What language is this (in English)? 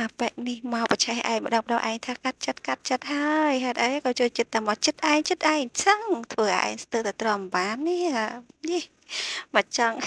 Khmer